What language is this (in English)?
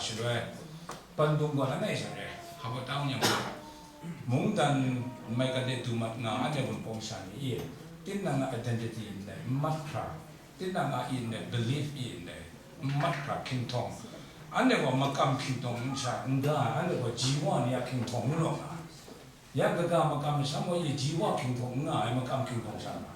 Kachin